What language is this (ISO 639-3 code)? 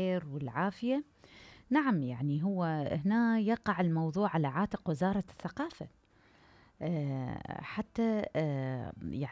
acm